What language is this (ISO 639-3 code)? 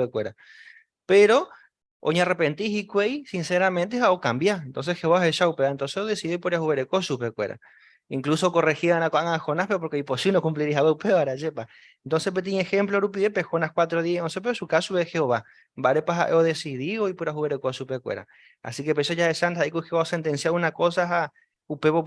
grn